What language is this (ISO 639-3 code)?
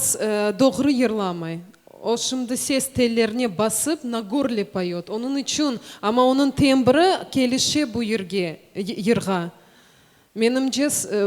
crh